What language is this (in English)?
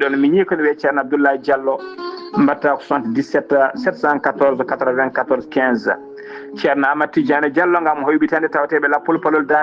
Fula